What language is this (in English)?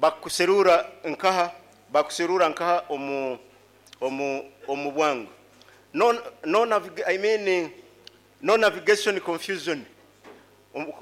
Nyoro